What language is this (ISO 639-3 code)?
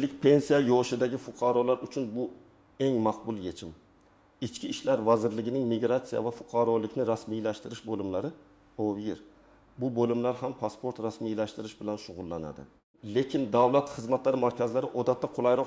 uzb